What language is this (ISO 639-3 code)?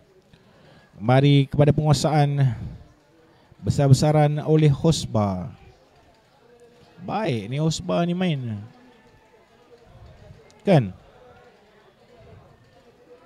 msa